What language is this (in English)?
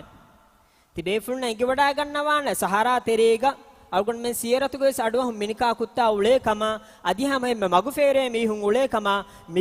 Divehi